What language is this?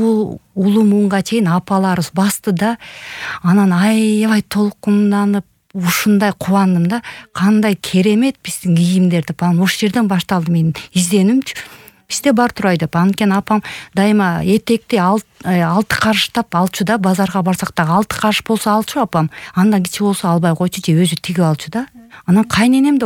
Kyrgyz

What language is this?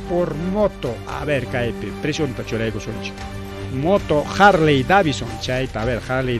Ayacucho Quechua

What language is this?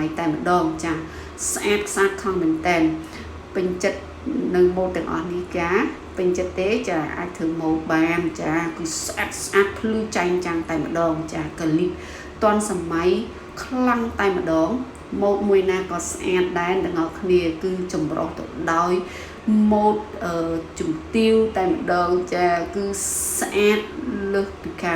Khmer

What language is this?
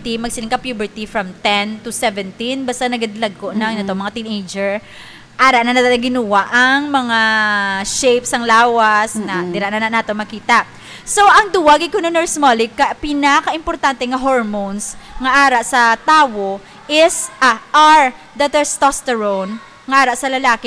Hiligaynon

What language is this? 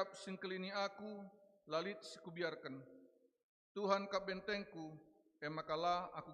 Batak Karo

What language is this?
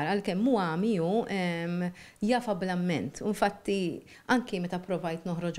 Maltese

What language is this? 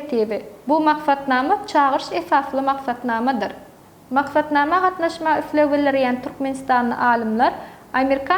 Turkmen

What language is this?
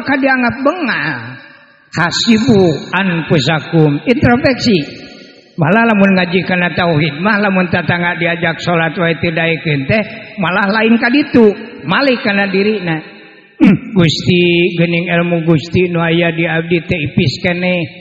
Sundanese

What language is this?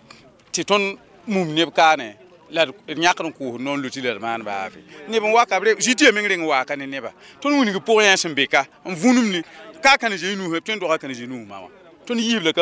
Mossi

